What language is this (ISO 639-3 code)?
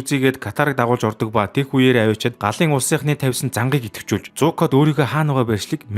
mon